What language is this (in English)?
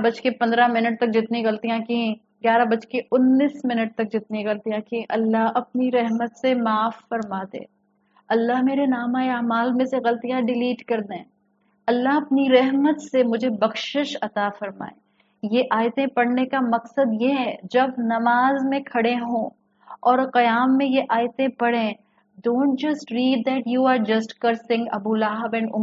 Urdu